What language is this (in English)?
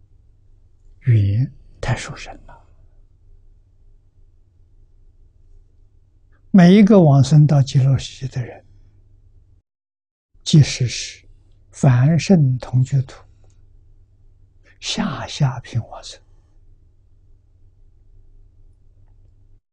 Chinese